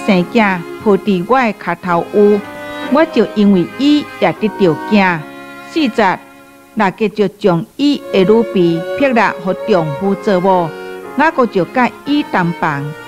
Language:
Min Nan Chinese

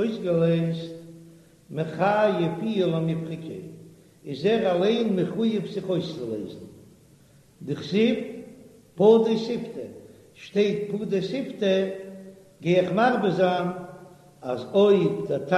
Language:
Yiddish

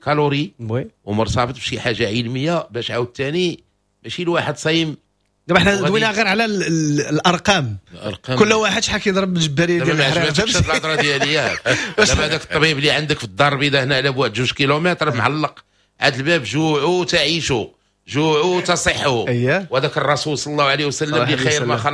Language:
Moroccan Arabic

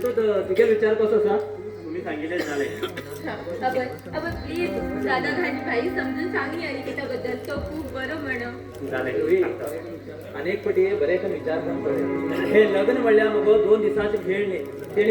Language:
Konkani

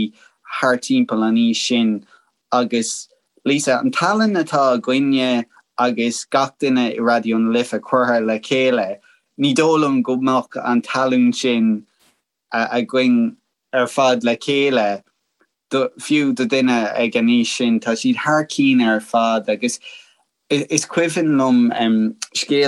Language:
Irish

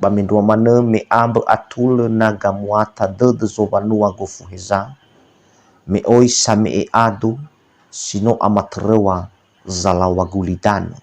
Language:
Nias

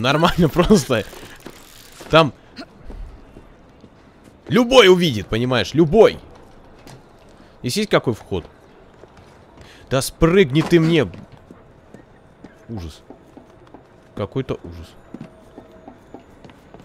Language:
Russian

